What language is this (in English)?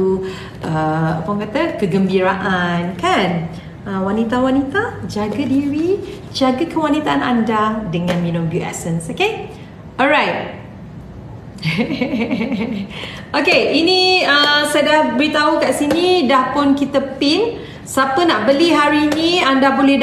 Malay